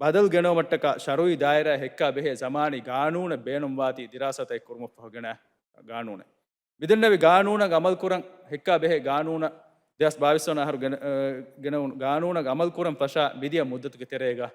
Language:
Divehi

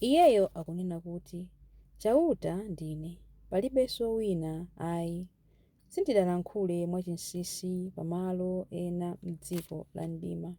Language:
Nyanja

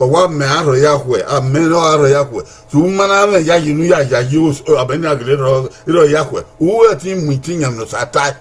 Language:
Bini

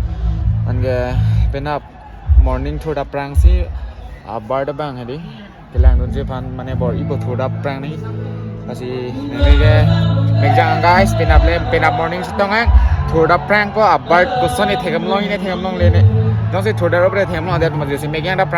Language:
Karbi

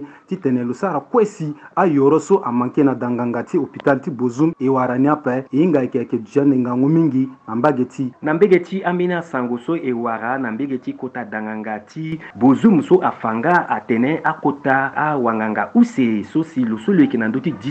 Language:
Sango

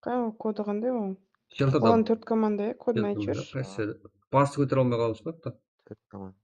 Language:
Kara-Kalpak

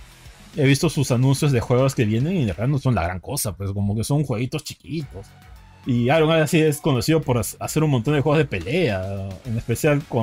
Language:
Spanish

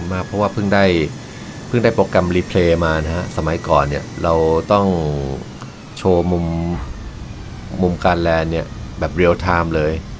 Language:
Thai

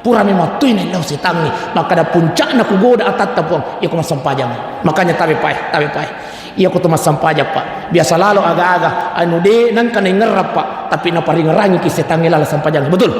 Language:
Buginese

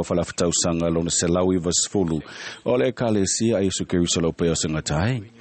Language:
Samoan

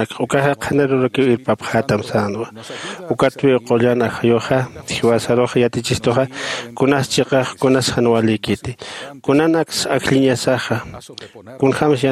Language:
Aymara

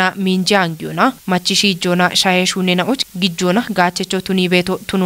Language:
Kafa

